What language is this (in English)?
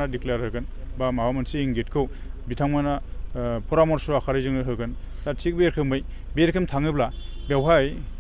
Bodo